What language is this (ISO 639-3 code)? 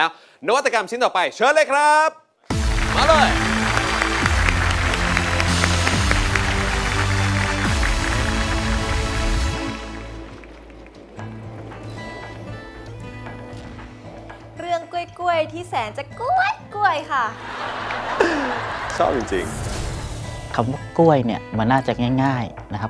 tha